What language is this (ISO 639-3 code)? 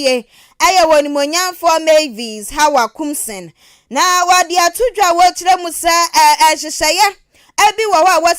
aka